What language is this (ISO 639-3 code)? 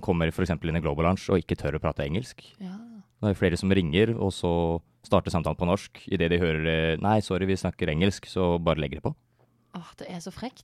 nor